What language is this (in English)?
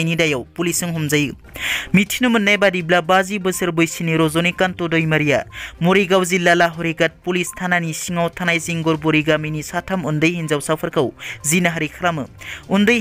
Bodo